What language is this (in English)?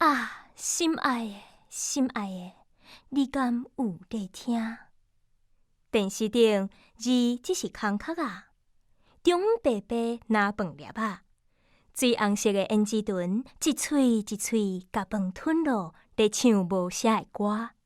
Min Nan Chinese